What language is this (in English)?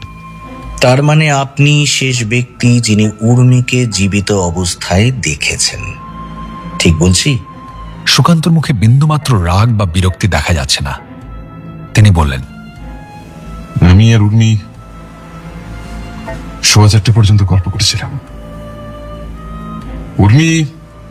Bangla